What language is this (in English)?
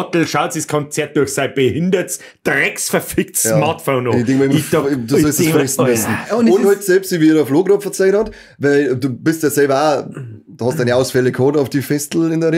Bavarian